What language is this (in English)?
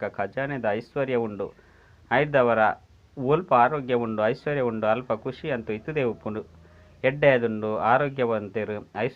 Tulu